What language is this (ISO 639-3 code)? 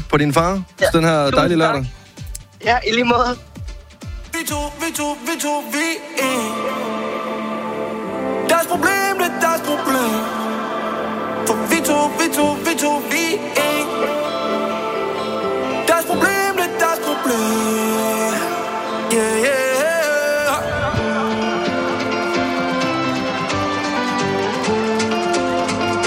dan